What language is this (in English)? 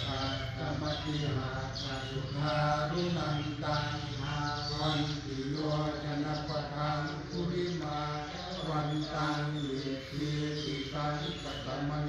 Pali